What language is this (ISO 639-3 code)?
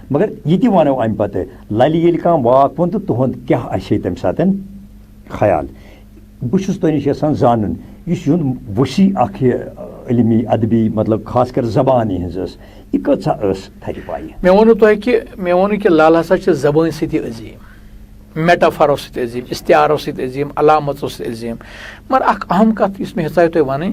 kas